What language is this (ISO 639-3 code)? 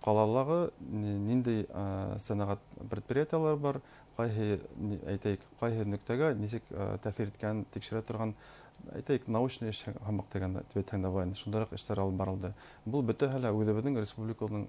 bak